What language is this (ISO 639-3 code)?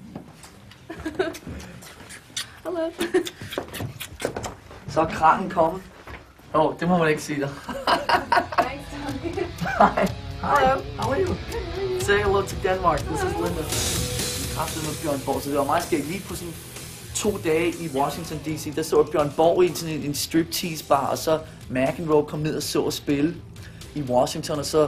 dan